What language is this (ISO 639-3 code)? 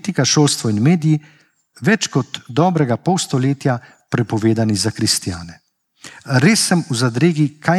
slv